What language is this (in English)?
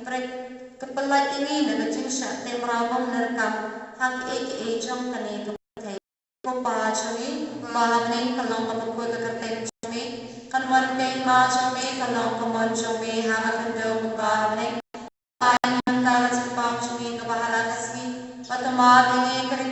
Khasi